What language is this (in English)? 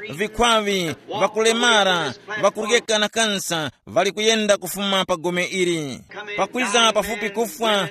Tumbuka